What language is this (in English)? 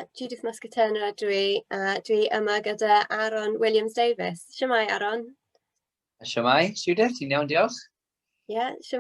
Welsh